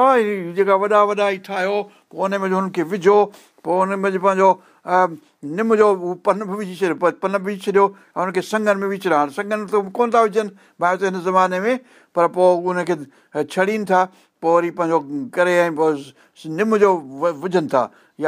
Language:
Sindhi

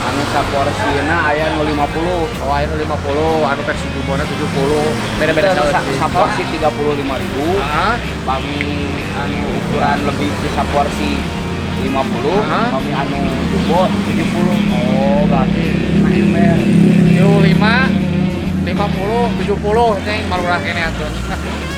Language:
Sundanese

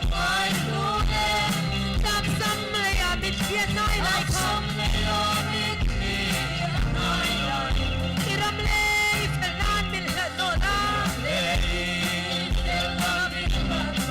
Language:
Hmar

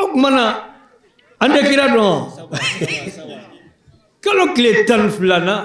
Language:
Bambara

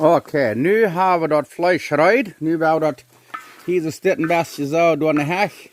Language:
Plautdietsch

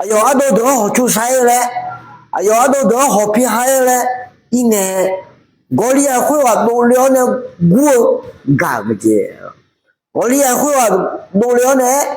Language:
Akha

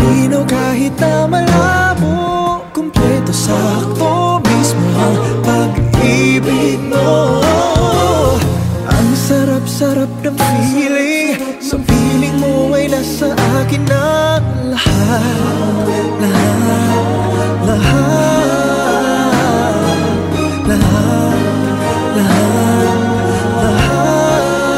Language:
Filipino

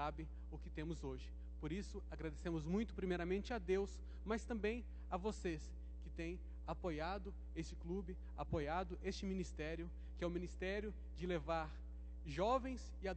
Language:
Portuguese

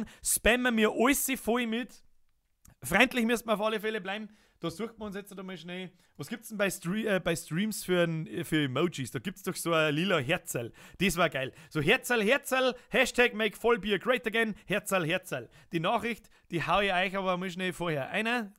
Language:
Bavarian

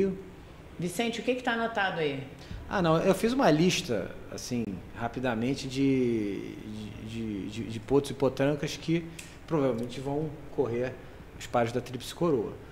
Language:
Portuguese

